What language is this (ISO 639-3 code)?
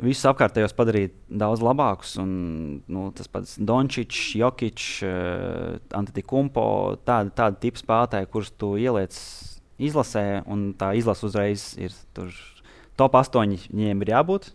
lav